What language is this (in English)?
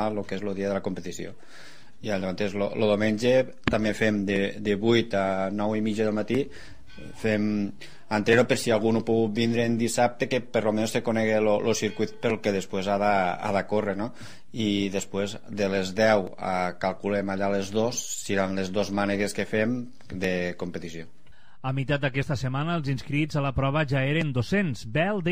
Catalan